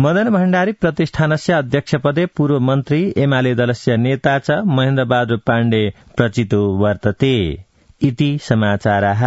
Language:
Sanskrit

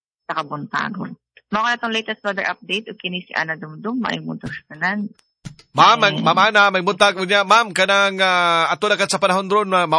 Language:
Cebuano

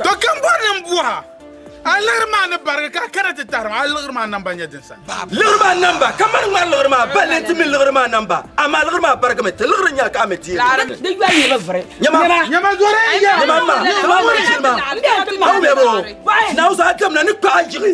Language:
Dagbani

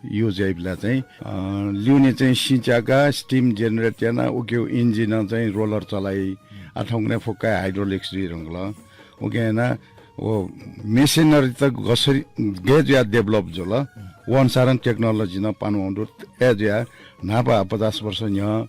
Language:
Newari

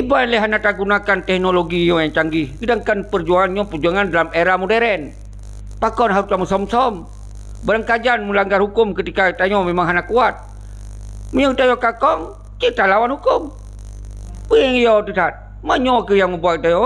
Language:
Achinese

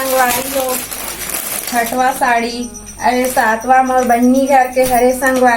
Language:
Chhattisgarhi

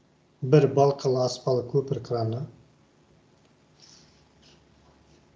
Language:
Kazakh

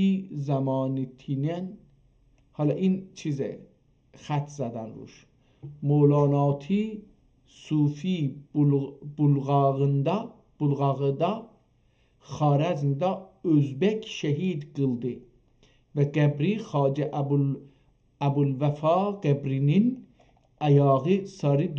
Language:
South Azerbaijani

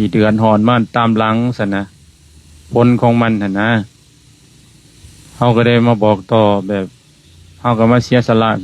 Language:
Lao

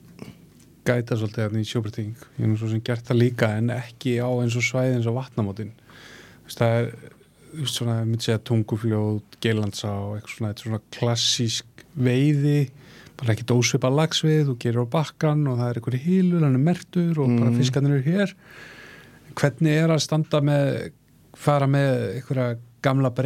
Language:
Icelandic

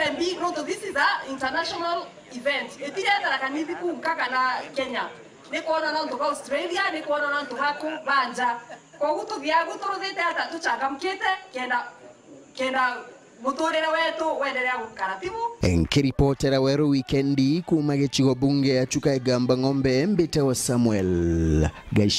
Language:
Meru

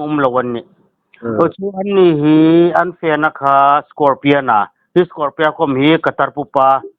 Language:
Hmar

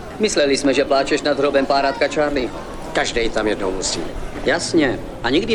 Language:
Czech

